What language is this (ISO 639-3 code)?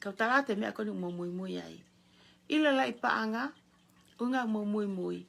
ton